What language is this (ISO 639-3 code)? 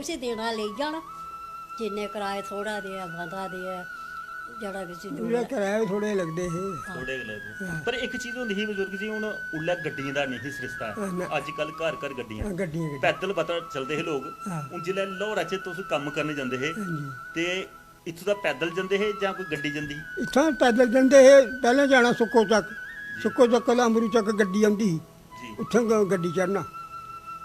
doi